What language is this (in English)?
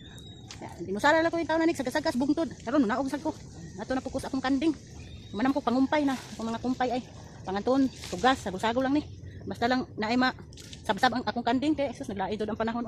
Cebuano